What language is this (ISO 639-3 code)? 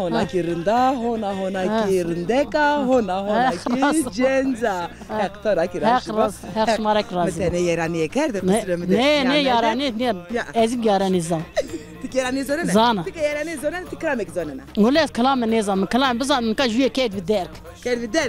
zza